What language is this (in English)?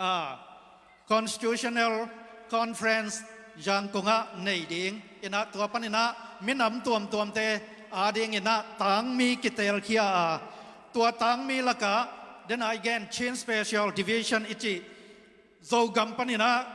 Tedim Chin